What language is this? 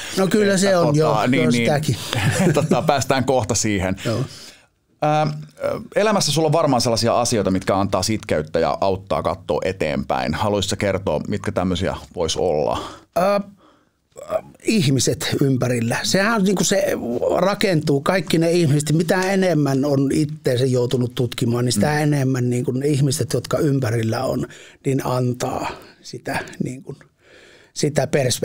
Finnish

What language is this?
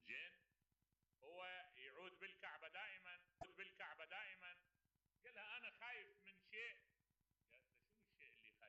Mesopotamian Arabic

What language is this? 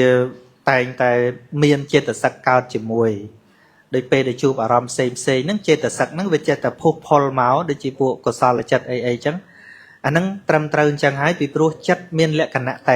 Khmer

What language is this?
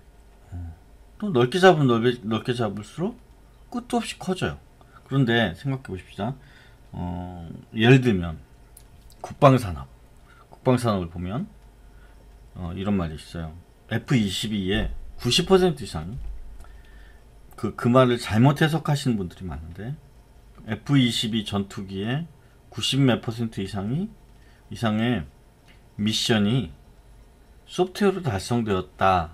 Korean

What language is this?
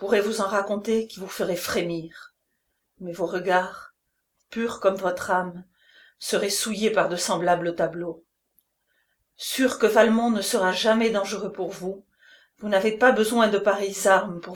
French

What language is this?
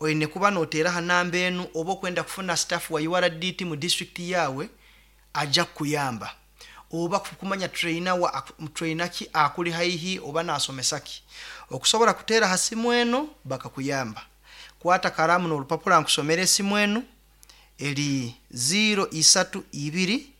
Nyankole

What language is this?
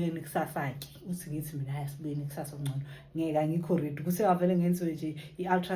Zulu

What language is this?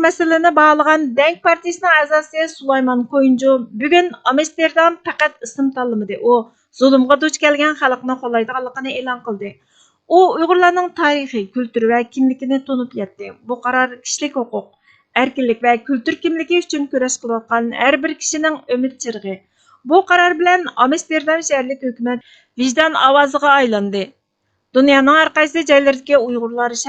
Uyghur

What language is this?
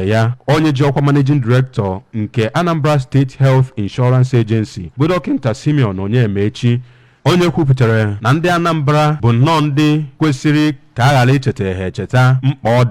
Igbo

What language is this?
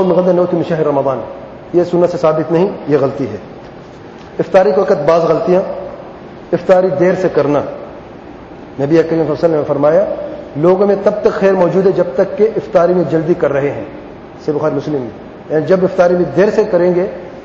Urdu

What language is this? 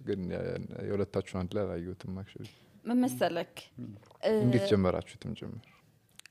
Amharic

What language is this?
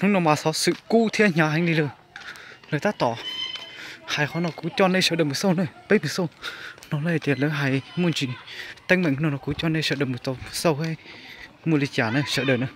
Hmong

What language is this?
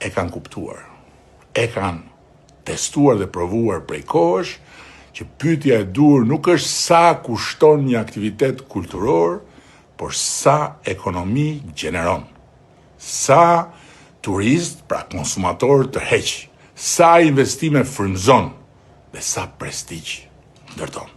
Albanian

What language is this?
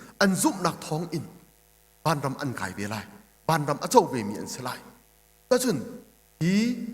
Hakha Chin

